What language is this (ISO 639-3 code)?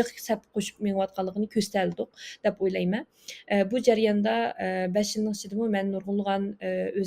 uig